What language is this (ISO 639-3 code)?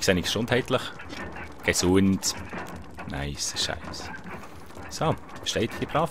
gsw